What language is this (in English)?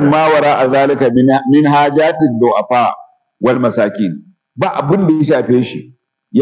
Hausa